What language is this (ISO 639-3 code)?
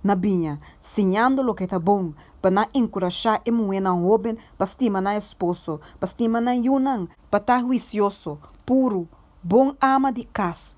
pap